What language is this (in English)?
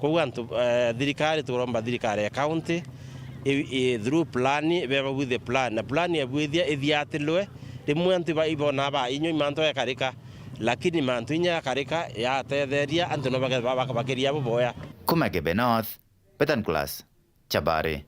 Meru